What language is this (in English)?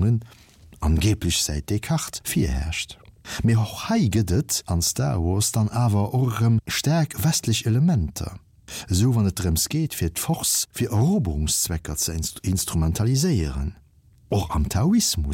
Luxembourgish